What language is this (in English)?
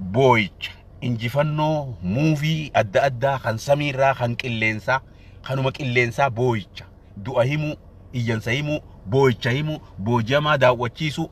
Oromo